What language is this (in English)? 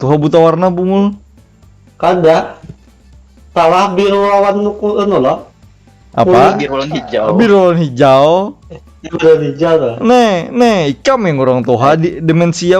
Banjar